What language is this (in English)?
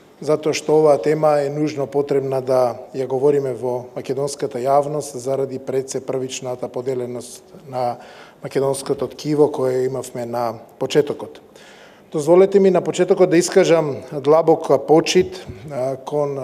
Macedonian